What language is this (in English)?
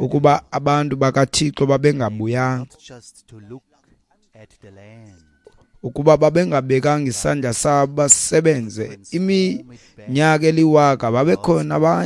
Xhosa